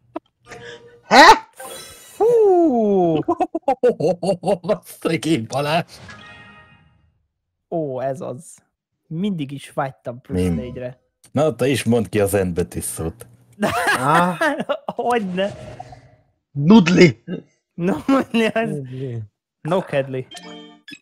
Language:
Hungarian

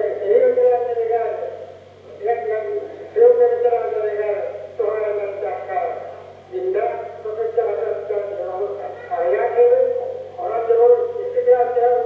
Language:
Yakut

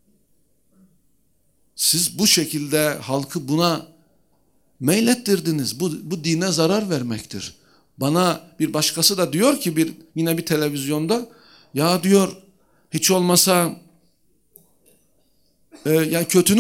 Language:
Turkish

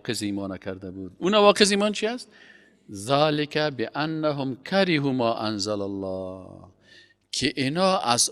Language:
Persian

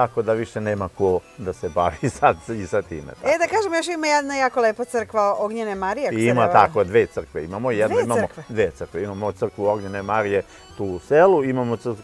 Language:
Serbian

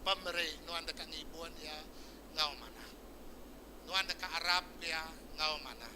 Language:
Iban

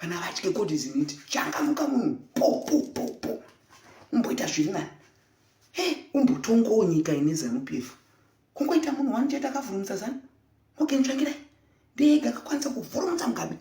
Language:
Shona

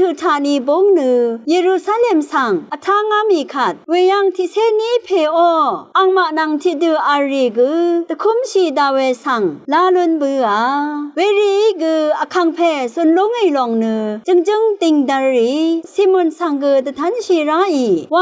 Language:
Rawang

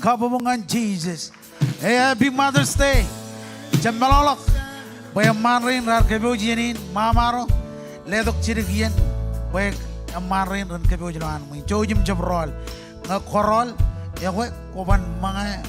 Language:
Marshallese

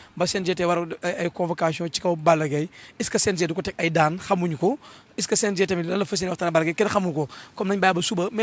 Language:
Wolof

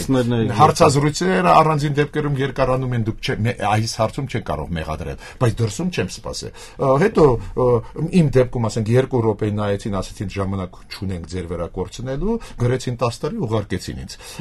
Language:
Armenian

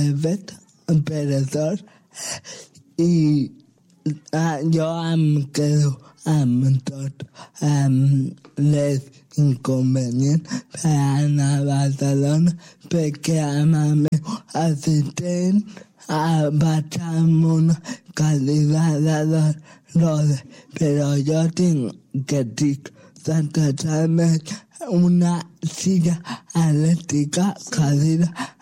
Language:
Catalan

